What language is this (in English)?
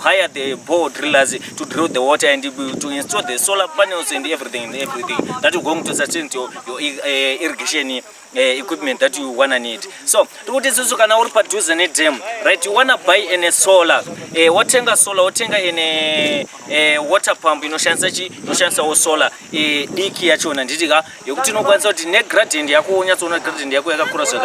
Shona